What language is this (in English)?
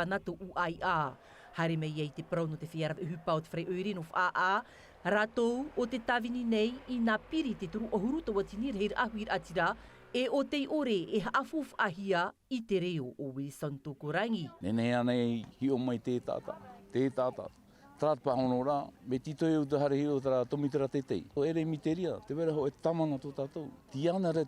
Tahitian